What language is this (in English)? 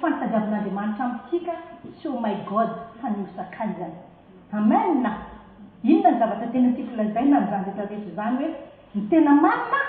Malagasy